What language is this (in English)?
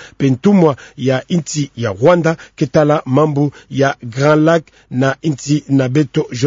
Kituba (Democratic Republic of Congo)